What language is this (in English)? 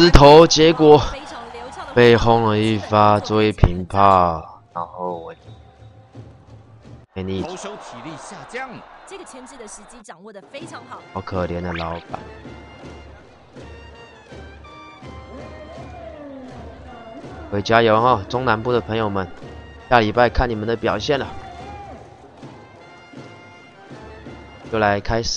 Chinese